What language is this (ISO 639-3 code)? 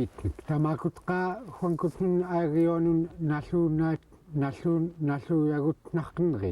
esu